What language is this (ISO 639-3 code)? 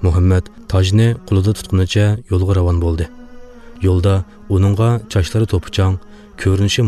uig